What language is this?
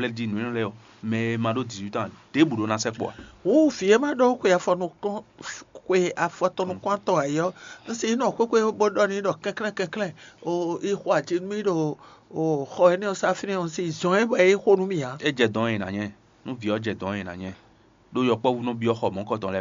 Fon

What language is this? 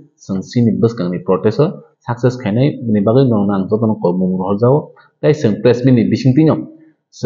Kok Borok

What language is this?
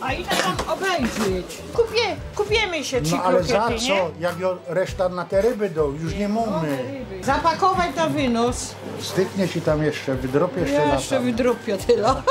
Silesian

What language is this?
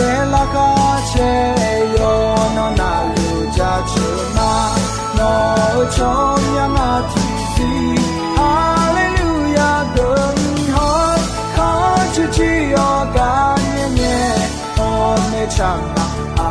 Akha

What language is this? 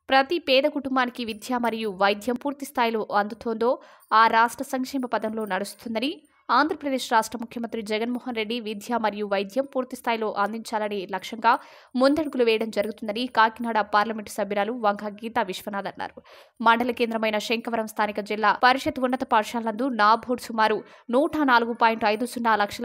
Telugu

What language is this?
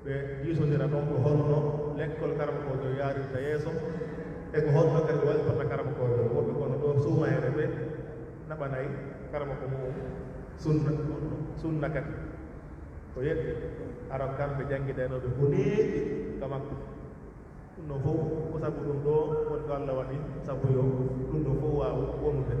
Pular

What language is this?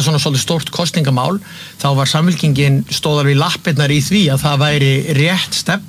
Icelandic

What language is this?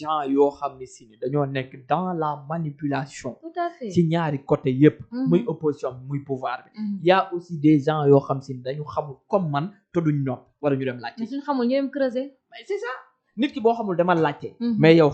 Wolof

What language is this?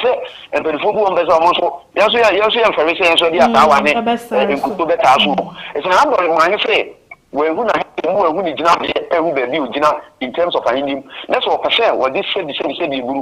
Akan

